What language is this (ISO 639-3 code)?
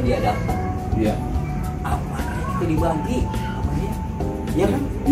bew